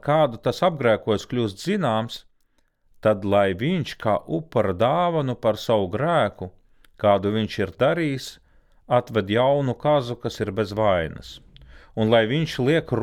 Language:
Latvian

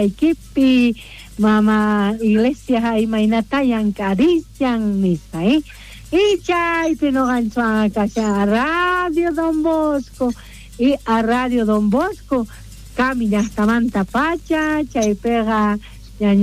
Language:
South Bolivian Quechua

